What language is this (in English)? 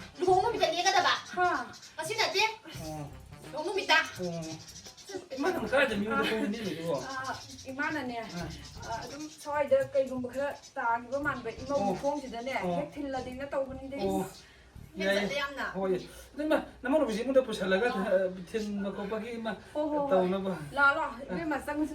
Manipuri